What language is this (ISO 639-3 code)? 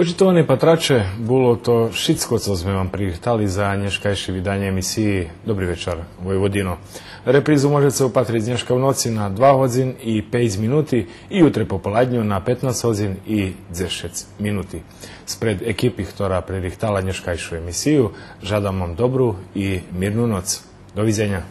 rue